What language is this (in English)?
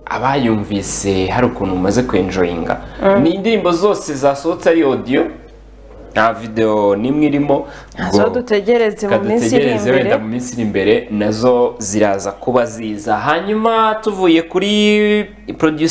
Kinyarwanda